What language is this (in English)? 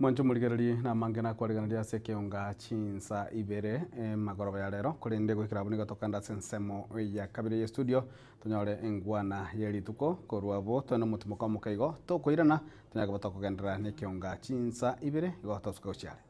Gusii